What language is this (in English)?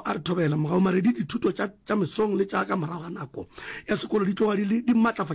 Northern Sotho